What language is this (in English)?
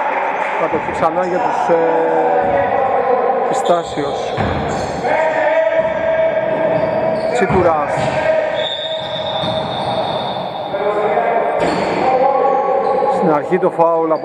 Greek